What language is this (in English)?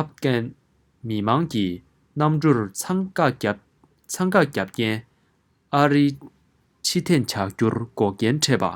Tibetan